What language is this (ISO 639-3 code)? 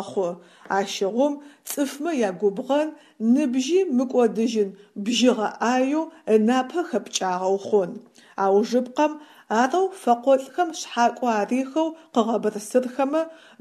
ady